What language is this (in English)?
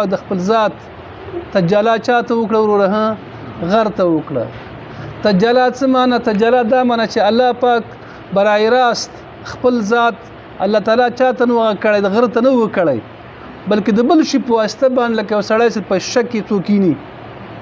Pashto